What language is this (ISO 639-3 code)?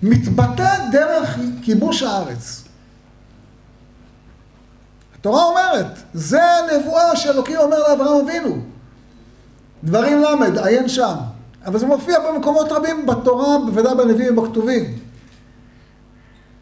heb